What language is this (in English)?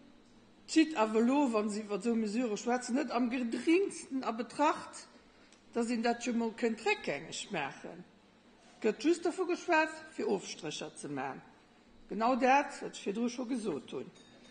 Luxembourgish